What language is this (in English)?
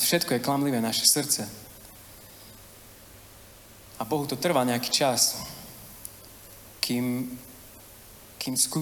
Slovak